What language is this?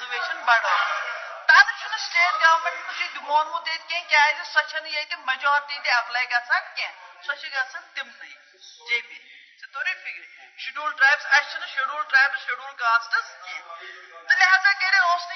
Kashmiri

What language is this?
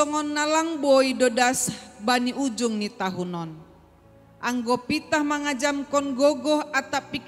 Batak Simalungun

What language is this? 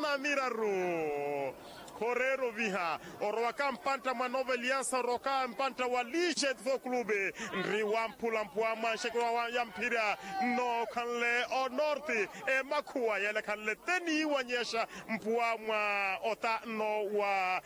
Makhuwa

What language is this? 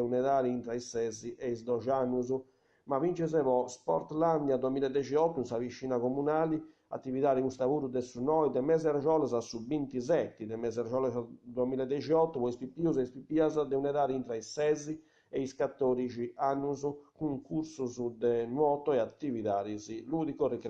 Sardinian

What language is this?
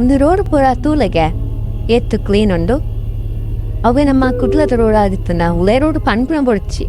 Tulu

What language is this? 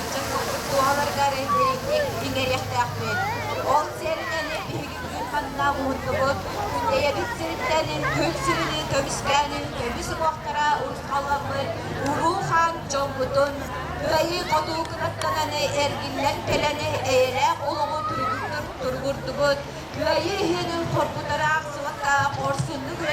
Yakut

